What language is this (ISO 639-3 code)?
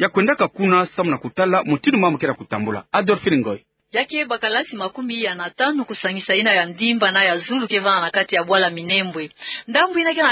ktu